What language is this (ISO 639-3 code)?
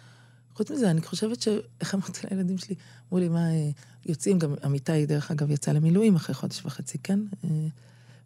heb